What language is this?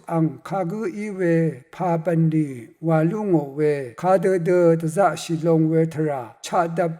Rawang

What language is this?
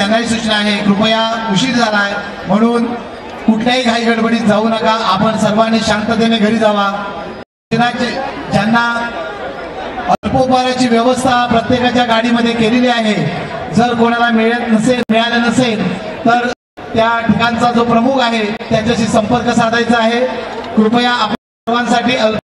Marathi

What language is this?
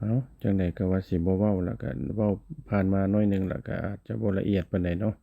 Lao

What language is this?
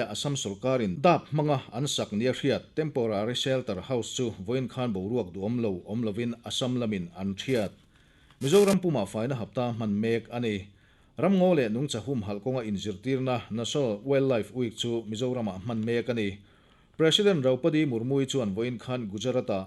Mizo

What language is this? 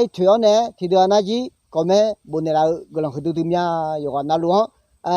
Akha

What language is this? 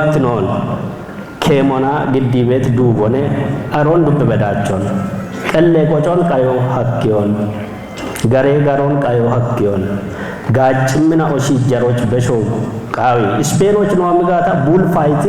Kafa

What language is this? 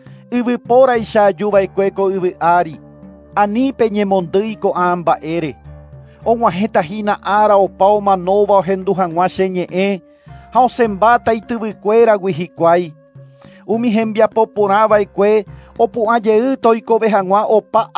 Guarani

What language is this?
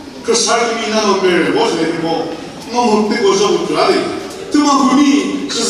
Chokri Naga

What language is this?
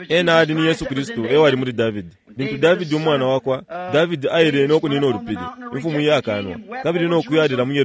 Bemba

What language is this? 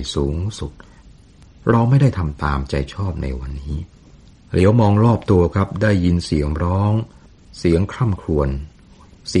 Thai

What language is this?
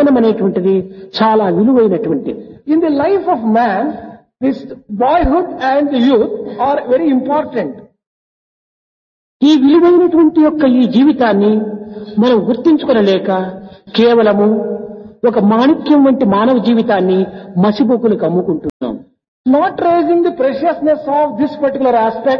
Telugu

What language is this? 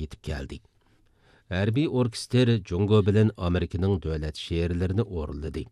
Uyghur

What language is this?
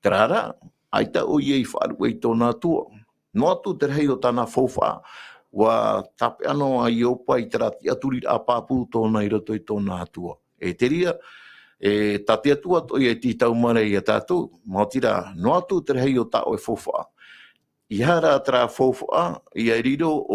Tahitian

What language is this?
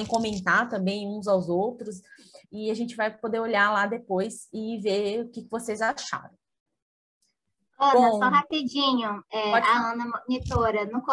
Portuguese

